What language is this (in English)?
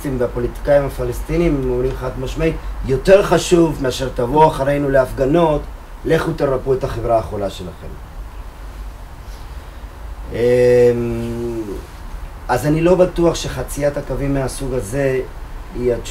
Hebrew